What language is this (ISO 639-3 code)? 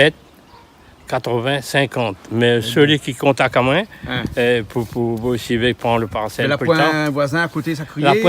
rcf